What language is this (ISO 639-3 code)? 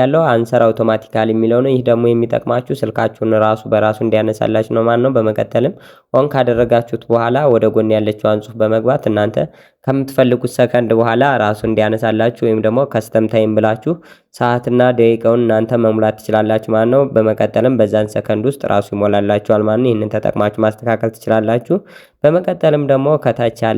amh